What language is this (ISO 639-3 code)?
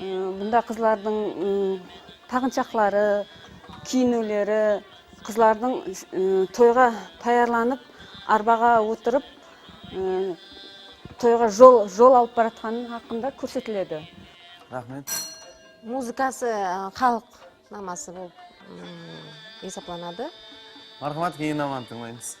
kaa